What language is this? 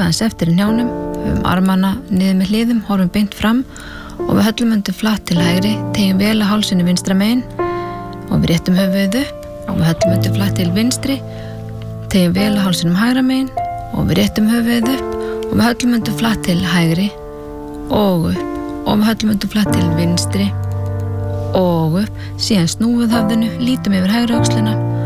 Icelandic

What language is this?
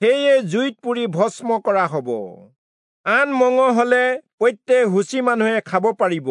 Assamese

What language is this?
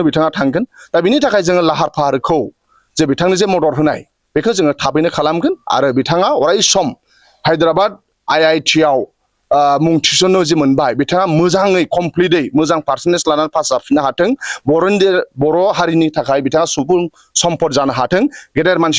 Bodo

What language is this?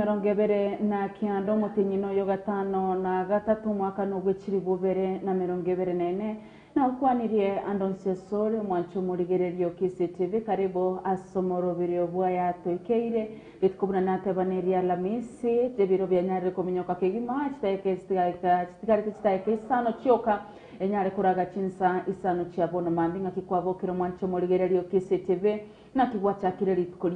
Gusii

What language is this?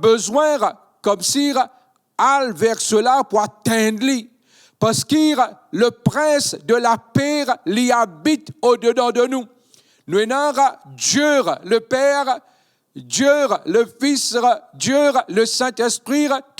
Morisyen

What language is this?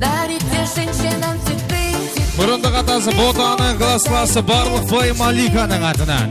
Kara-Kalpak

